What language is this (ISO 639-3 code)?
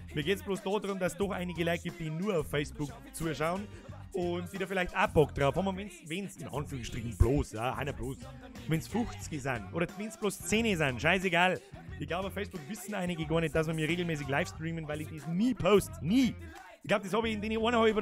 bar